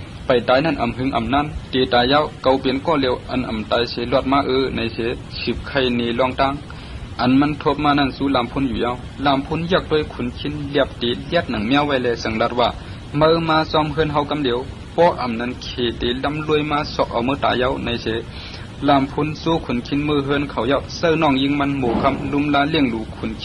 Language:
Shan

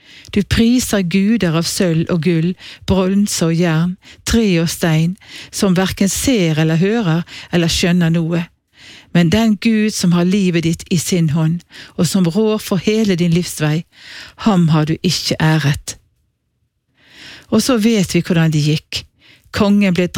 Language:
Norwegian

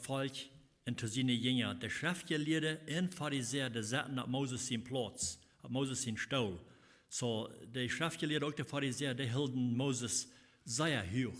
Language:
Plautdietsch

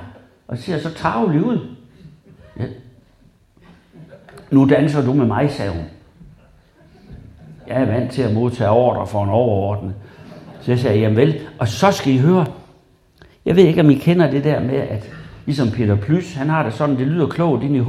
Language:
Danish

